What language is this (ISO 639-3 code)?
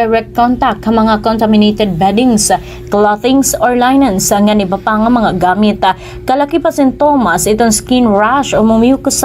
war